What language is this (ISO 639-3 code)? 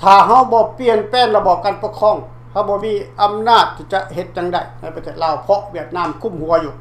lao